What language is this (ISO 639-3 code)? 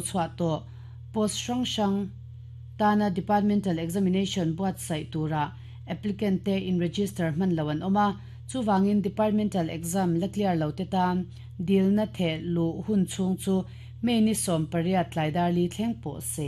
lus